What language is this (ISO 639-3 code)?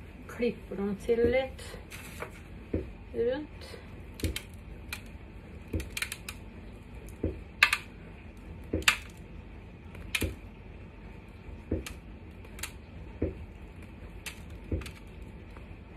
nor